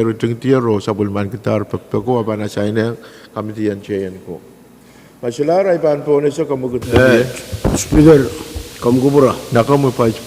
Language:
Pohnpeian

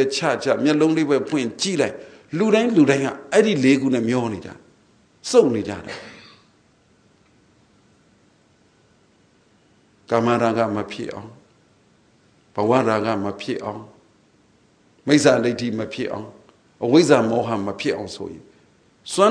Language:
Burmese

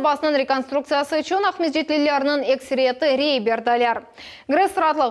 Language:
Crimean Tatar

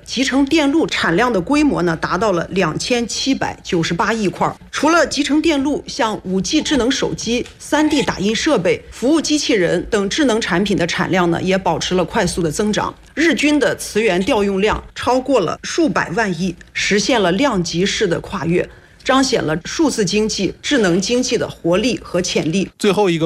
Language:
Chinese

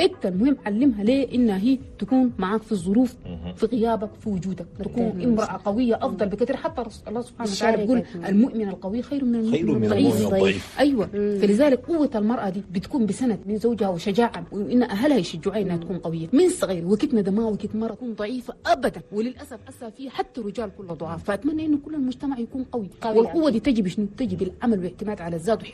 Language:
Chadian Arabic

